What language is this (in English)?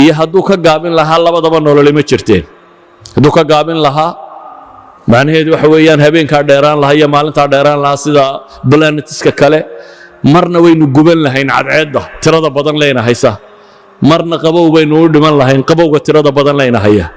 Somali